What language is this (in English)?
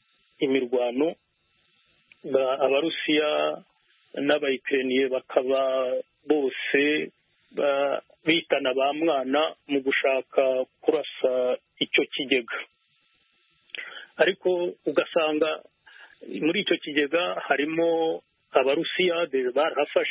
Kinyarwanda